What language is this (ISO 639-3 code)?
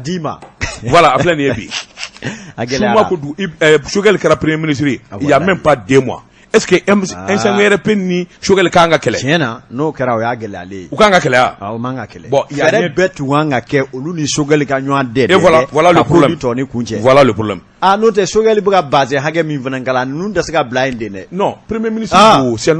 bam